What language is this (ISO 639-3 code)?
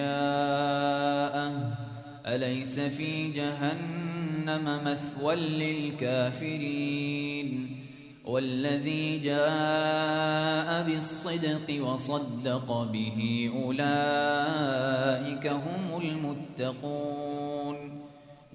ara